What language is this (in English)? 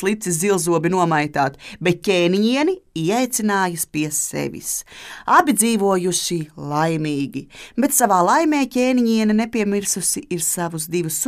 Latvian